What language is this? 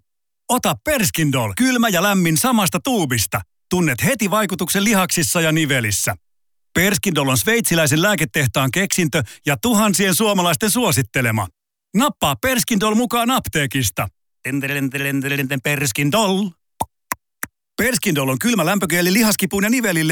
Finnish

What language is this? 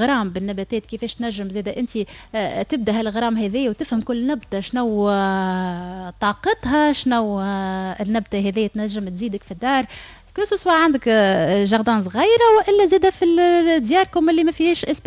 Tunisian Arabic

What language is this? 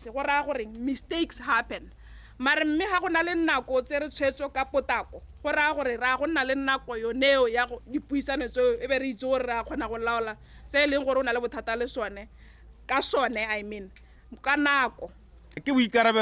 Tswana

